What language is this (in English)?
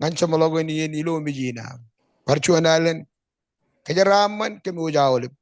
Marshallese